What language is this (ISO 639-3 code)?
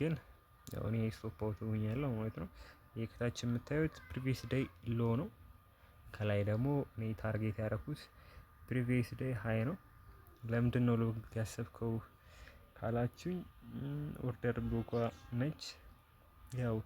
amh